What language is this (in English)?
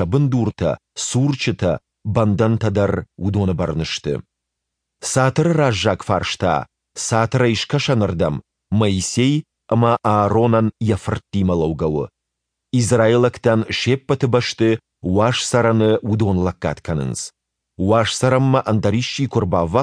Ossetic